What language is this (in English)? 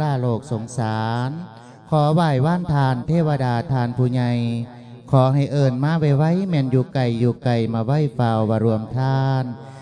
Lao